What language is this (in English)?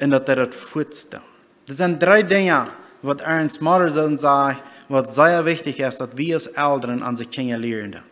Plautdietsch